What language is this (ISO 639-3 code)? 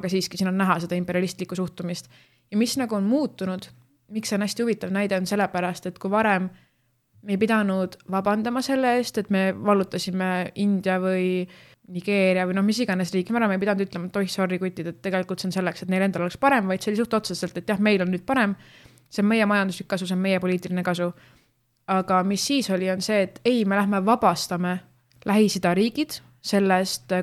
est